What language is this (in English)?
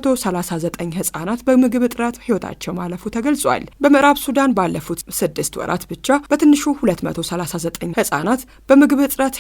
Amharic